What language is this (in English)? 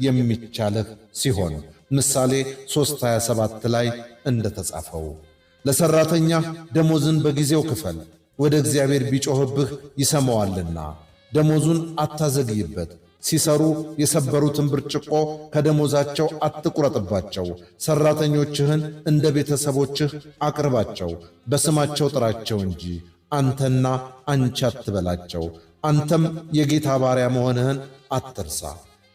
Amharic